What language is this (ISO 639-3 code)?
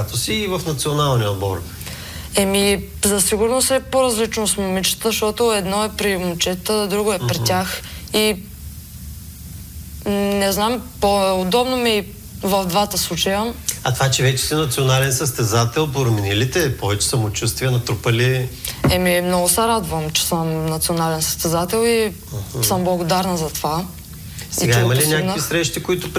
bul